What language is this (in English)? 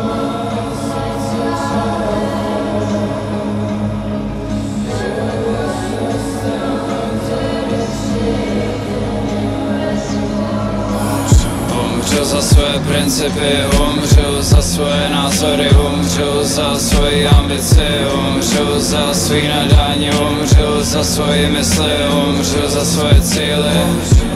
Czech